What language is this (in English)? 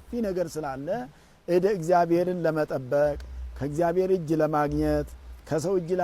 Amharic